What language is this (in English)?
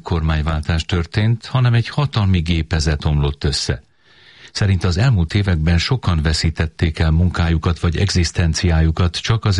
Hungarian